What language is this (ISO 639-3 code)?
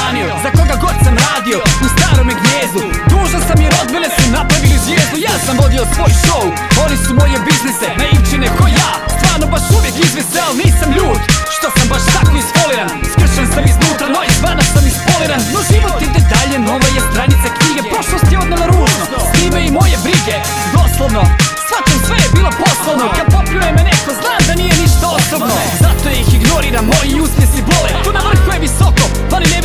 hrv